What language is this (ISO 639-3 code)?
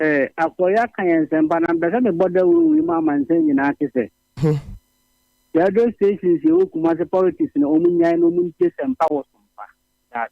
aka